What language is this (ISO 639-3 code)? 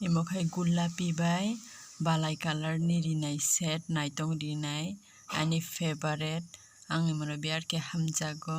trp